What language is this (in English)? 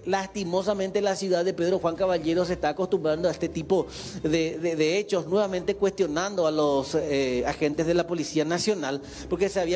Spanish